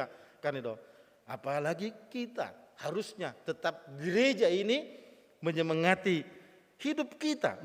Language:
Batak Toba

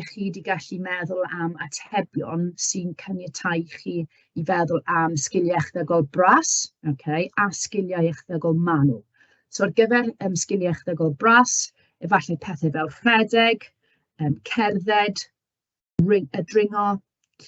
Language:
Welsh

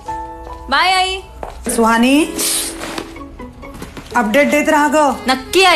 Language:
Marathi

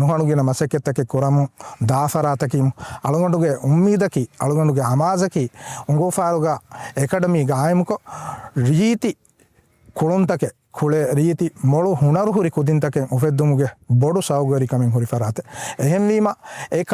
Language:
Divehi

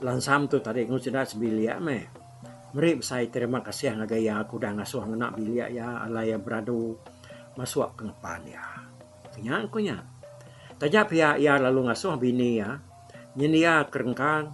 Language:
Iban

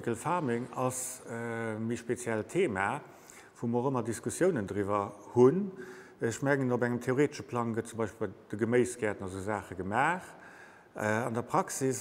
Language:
Luxembourgish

